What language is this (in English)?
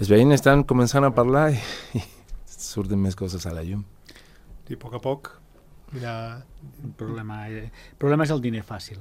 Catalan